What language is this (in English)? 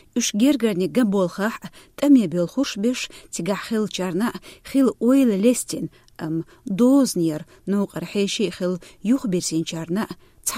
Chechen